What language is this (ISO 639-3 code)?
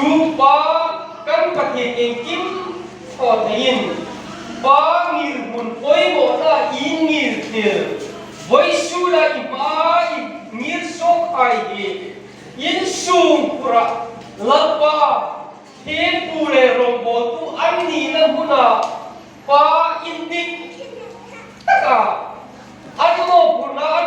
hmr